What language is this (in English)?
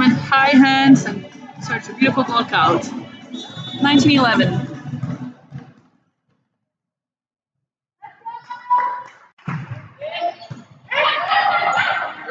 French